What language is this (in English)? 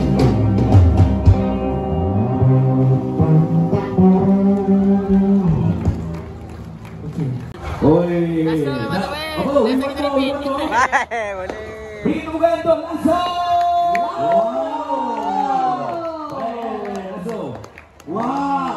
Malay